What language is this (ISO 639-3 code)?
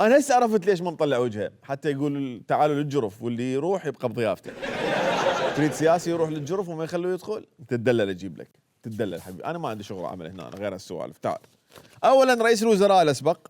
acm